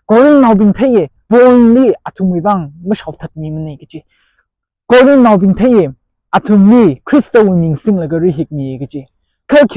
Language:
Tangkhul Naga (India)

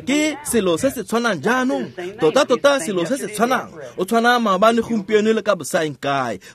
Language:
Tswana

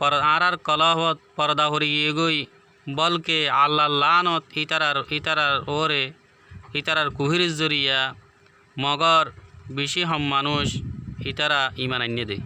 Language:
Rohingya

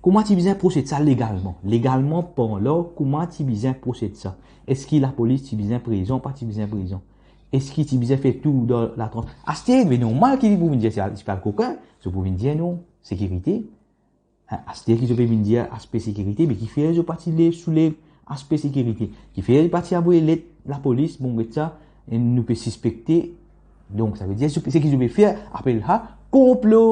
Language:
Morisyen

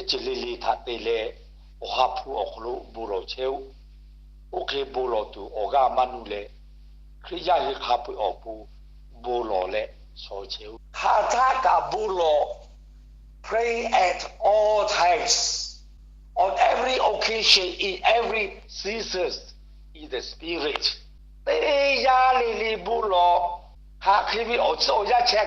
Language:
Lahu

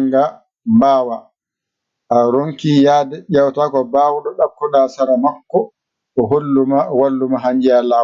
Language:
Fula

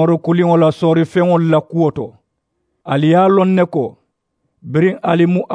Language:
Mandingo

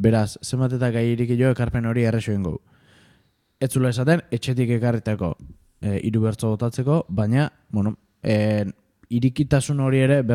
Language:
Basque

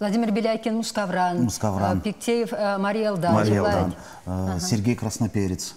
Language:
Chuvash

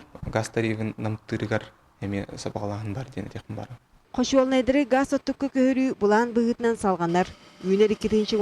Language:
Yakut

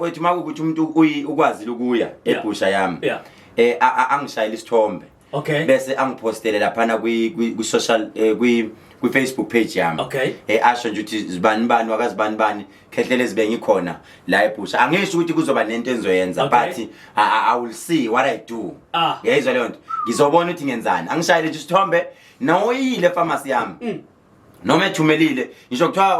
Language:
Zulu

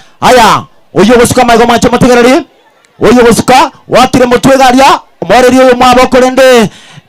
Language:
Gusii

